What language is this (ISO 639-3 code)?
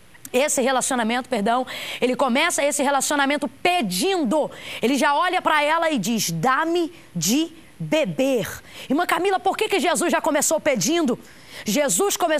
por